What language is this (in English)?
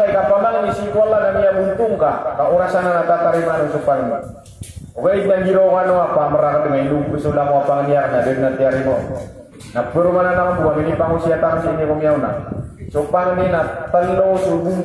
Maranao